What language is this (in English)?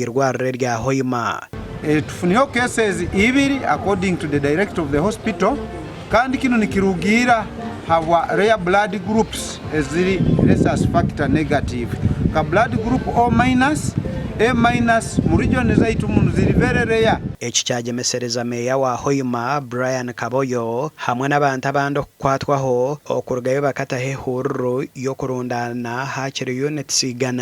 Nyankole